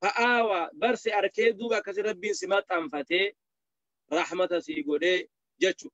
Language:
Oromo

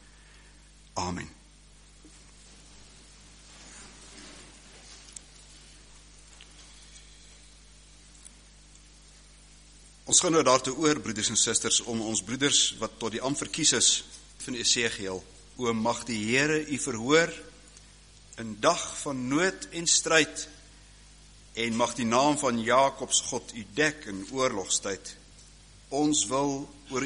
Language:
Afrikaans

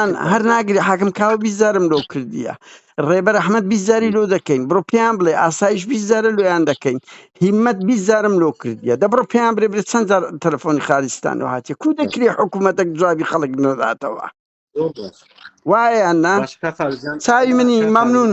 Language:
Central Kurdish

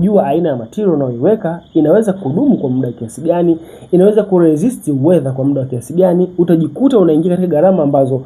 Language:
Swahili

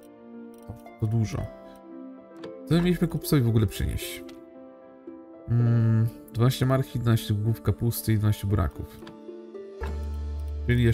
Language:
Polish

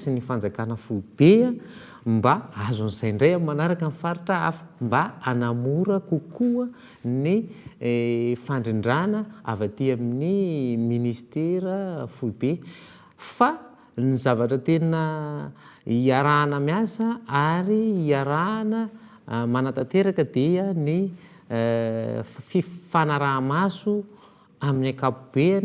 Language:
Malagasy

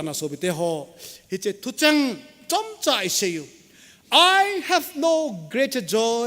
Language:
Thado Chin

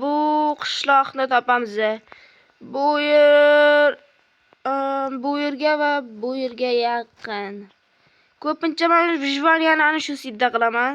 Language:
Uzbek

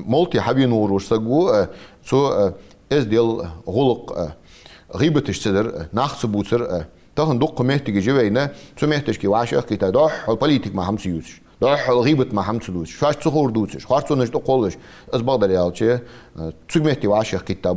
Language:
Ingush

